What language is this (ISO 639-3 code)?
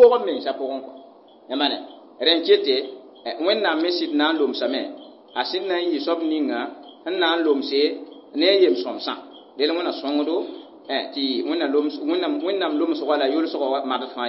mos